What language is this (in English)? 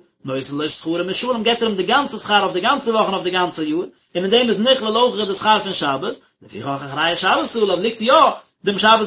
Yiddish